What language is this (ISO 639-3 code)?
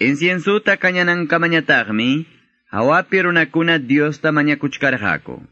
que